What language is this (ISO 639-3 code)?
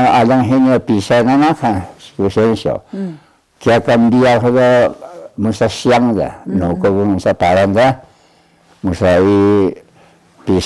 trv